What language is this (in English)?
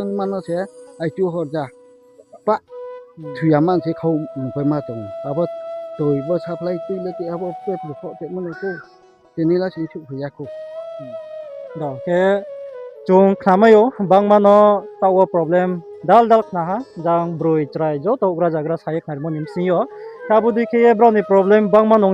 Riang (India)